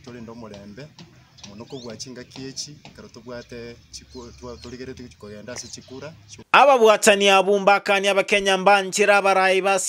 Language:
Gusii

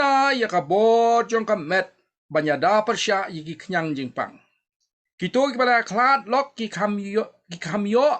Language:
Khasi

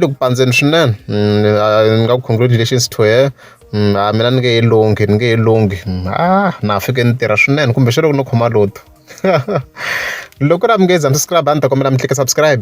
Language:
Tsonga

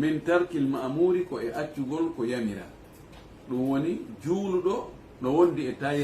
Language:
Fula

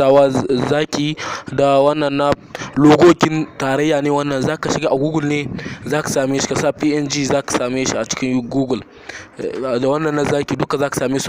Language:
Hausa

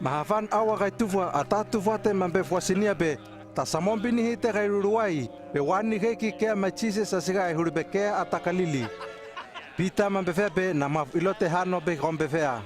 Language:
Hano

